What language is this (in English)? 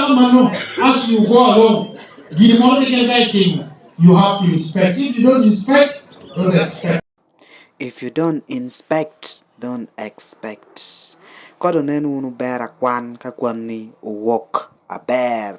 Lango (Uganda)